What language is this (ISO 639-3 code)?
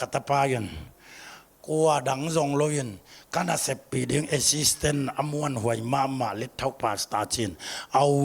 ctd